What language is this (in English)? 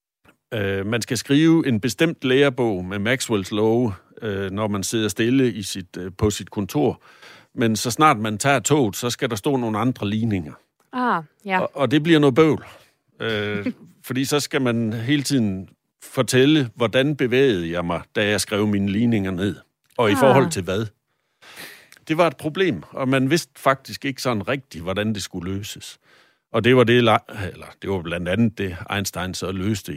Danish